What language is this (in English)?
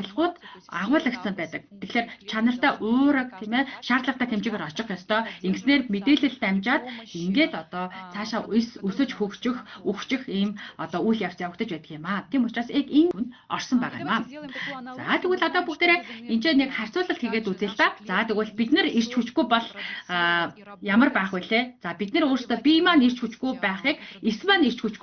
Mongolian